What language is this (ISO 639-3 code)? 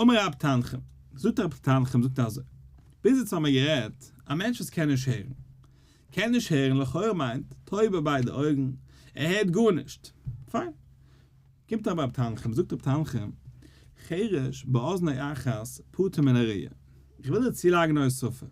yid